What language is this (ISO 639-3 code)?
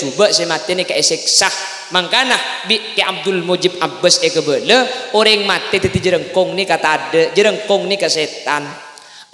mad